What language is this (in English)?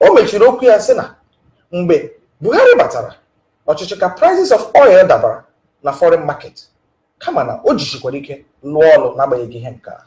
Igbo